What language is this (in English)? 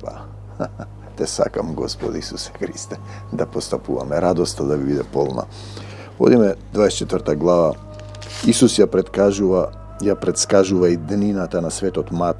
Macedonian